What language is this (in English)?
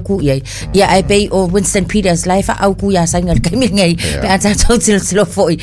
Samoan